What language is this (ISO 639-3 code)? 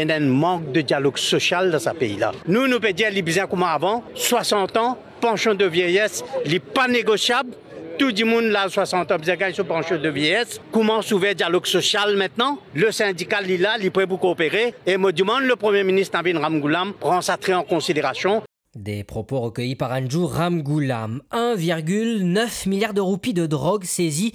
mfe